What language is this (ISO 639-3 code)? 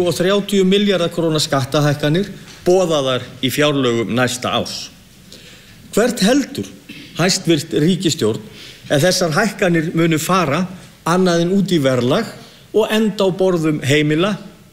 isl